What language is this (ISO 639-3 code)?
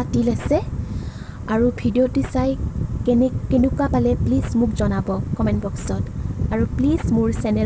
asm